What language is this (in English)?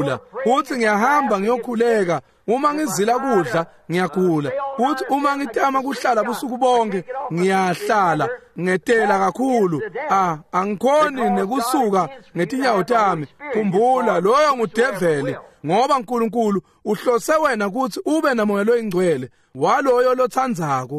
Swati